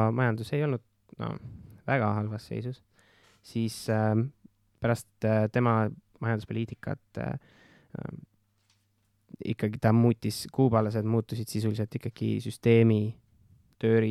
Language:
Estonian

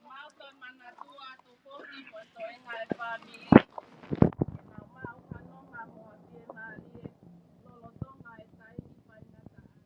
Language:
Tongan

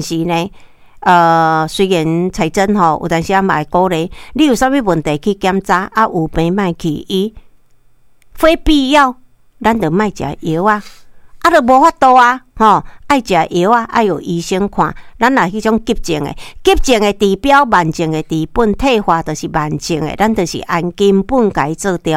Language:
Min Nan Chinese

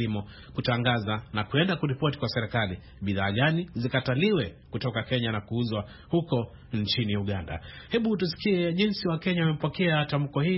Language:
Swahili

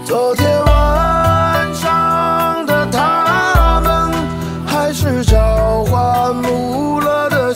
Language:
Chinese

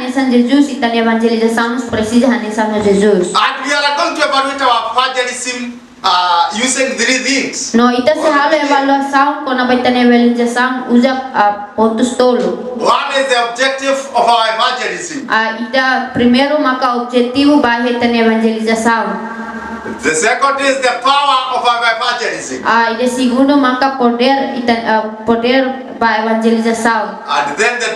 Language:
Tetum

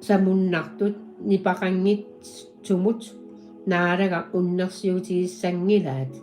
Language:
Kalaallisut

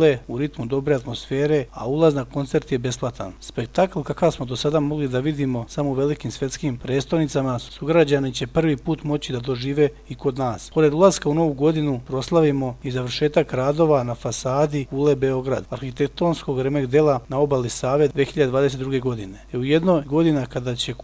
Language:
Serbian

